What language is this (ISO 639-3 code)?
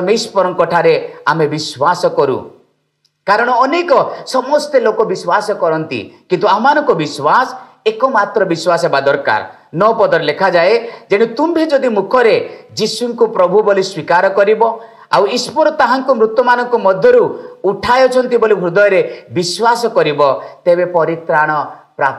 ori